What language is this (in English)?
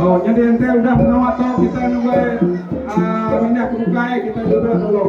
Iban